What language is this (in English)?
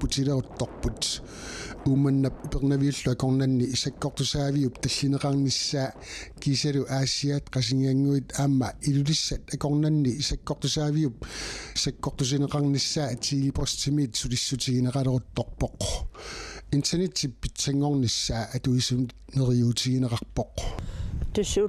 Kalaallisut